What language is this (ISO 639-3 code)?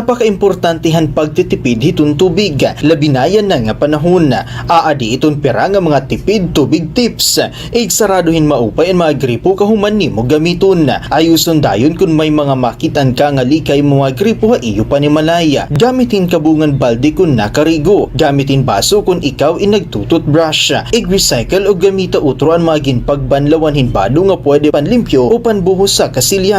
war